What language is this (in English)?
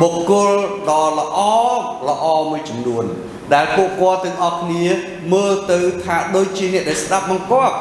Khmer